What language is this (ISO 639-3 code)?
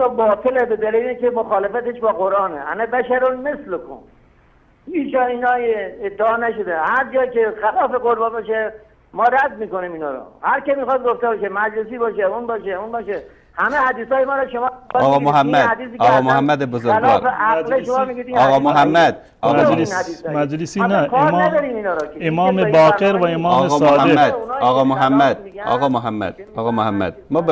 fas